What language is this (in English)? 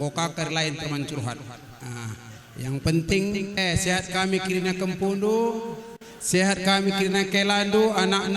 Batak Karo